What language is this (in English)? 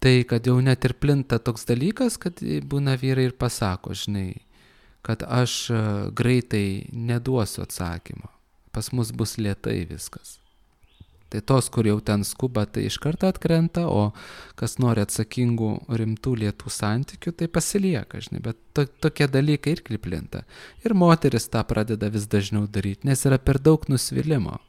Lithuanian